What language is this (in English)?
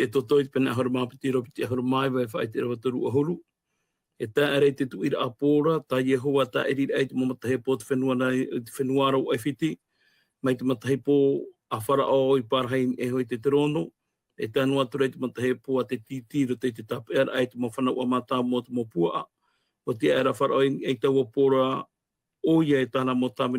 Tahitian